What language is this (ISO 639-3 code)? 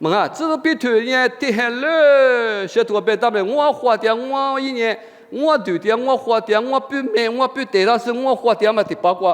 lis